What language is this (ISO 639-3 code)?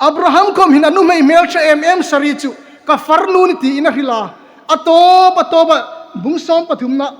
hmr